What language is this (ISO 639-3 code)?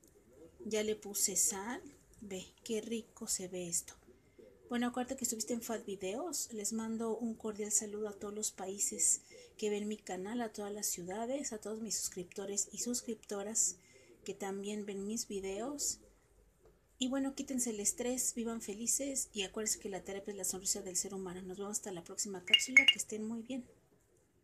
spa